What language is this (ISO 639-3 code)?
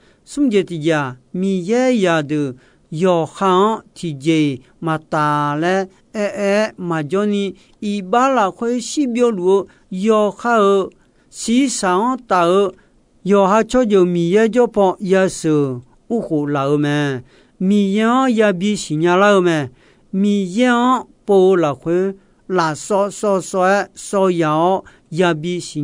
ahk